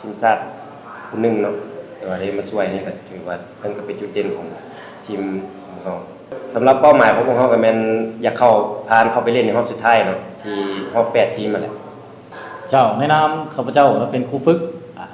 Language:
Lao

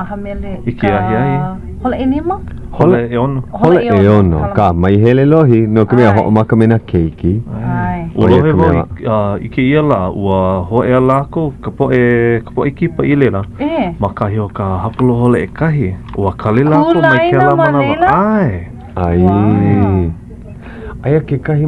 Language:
Hawaiian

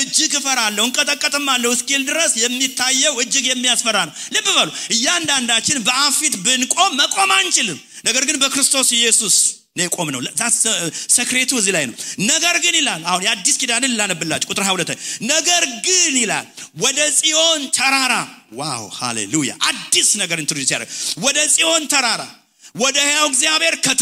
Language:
Amharic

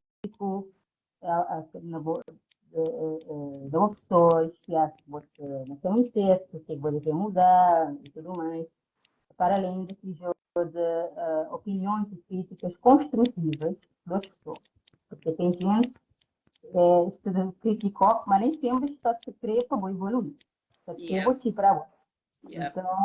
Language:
Kabuverdianu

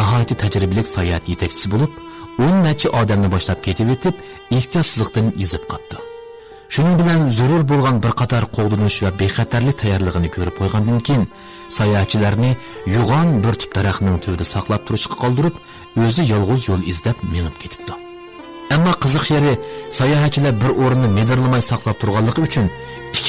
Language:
Uyghur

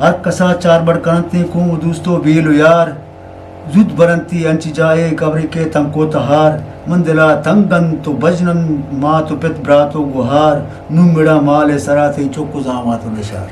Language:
Eastern Balochi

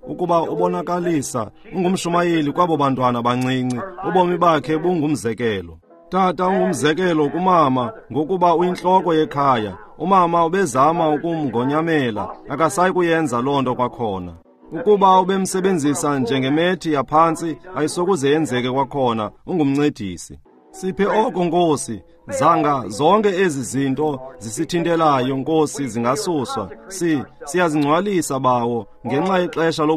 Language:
Xhosa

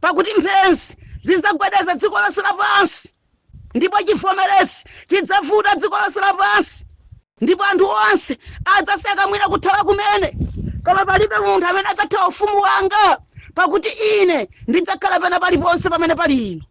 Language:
Nyanja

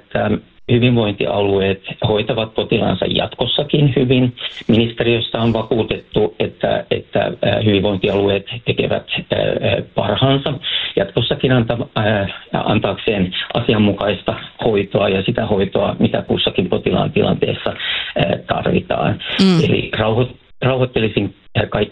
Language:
Finnish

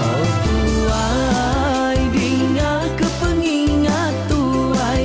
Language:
Iban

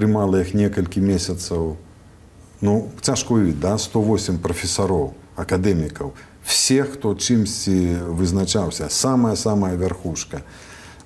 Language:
Belarusian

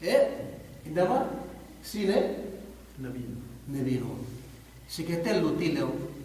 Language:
Yakan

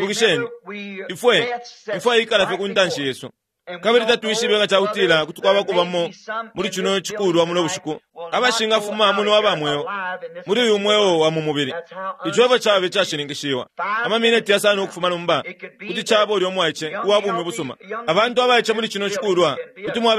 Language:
Bemba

